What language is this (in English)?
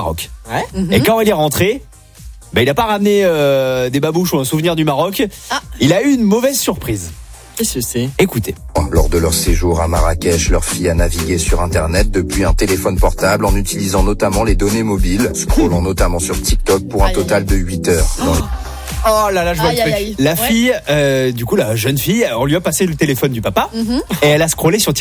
French